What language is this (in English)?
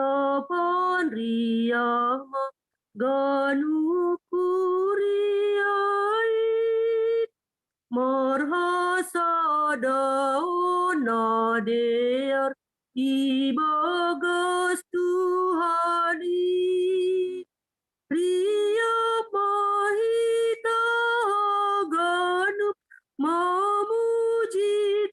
Batak Simalungun